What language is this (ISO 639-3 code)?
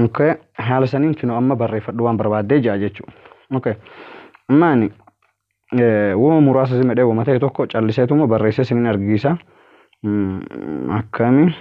orm